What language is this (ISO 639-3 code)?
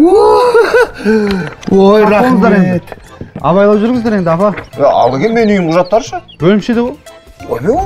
kaz